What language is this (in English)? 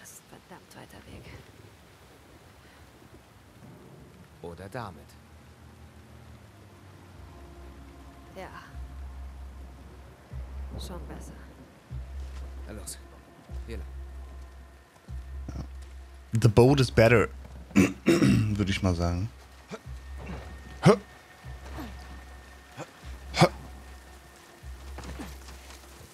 German